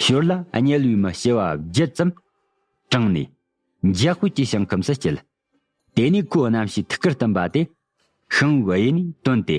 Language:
Tibetan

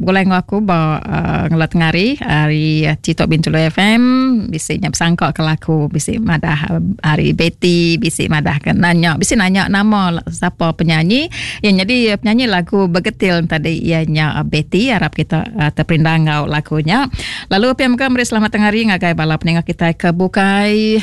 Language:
Iban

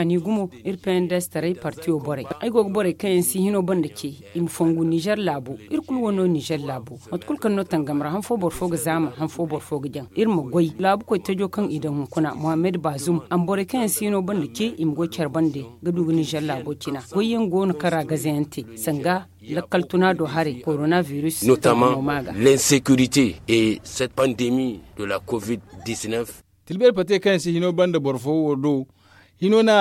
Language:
Zarma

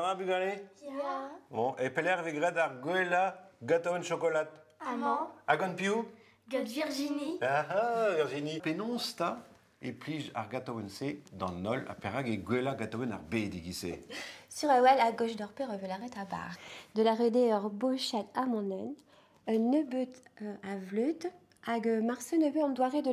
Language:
Breton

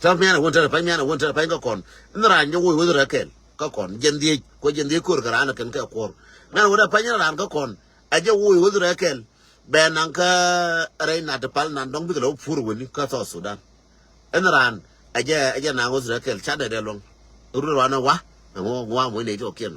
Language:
Nuer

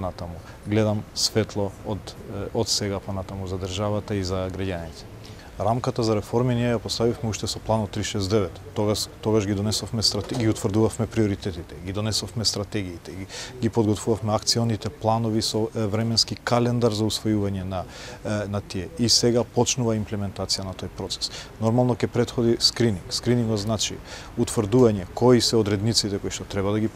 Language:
Macedonian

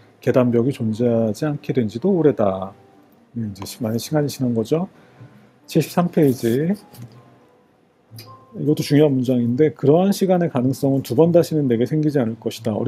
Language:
Korean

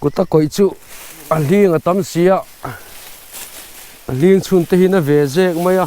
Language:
Mizo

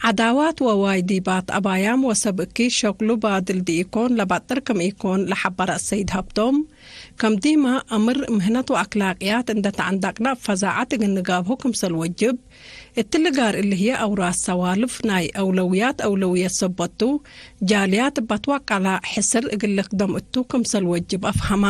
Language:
Tigre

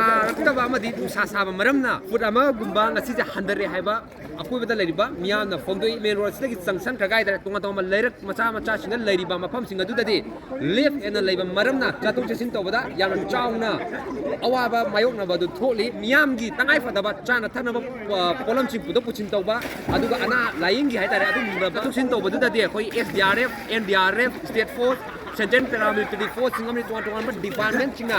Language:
Manipuri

